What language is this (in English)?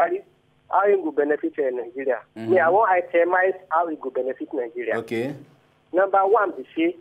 Nigerian Pidgin